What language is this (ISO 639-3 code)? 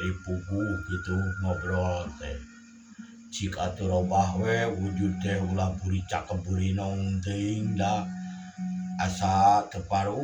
sun